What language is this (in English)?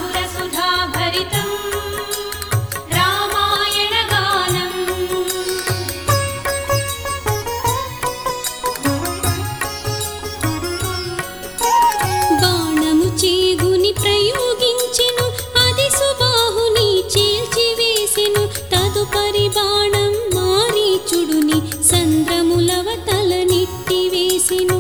Telugu